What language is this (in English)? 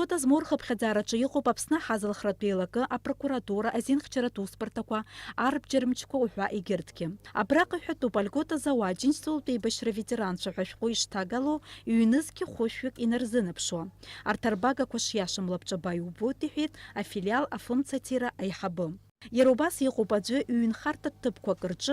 Abkhazian